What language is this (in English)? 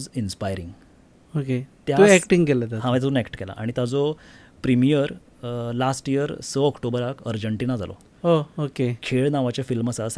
Konkani